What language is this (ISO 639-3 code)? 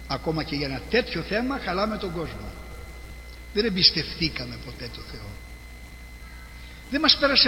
ell